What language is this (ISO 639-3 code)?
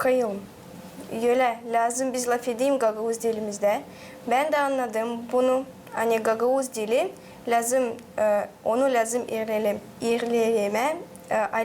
gag